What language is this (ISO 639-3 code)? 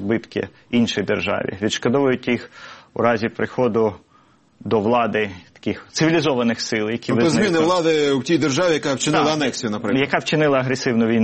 ukr